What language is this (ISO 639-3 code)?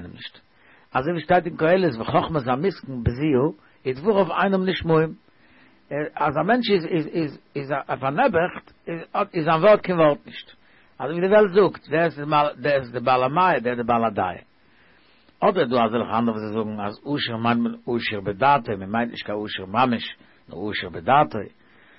yid